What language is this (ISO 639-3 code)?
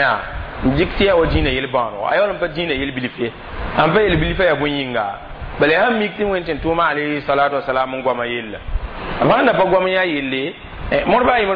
mos